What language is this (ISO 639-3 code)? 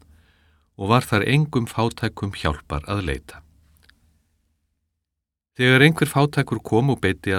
isl